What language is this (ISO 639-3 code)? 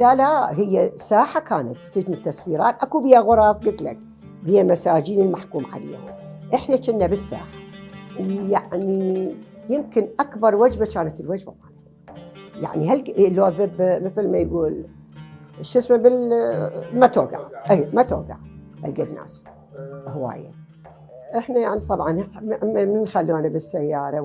acm